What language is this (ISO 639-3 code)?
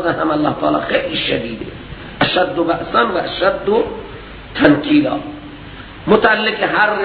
fas